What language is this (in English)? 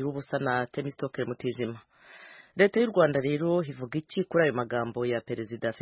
Kinyarwanda